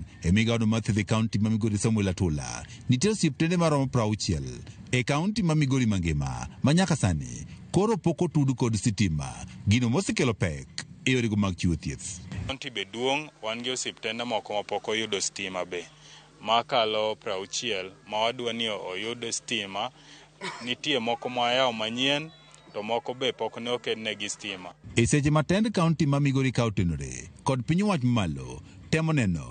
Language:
Luo (Kenya and Tanzania)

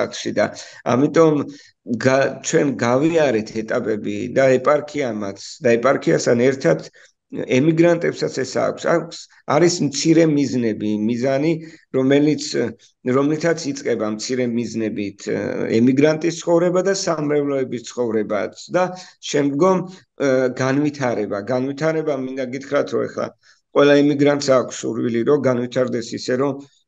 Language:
Georgian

